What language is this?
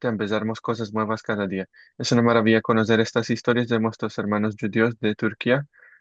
Ladino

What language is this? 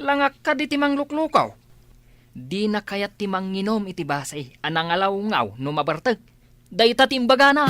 Iloko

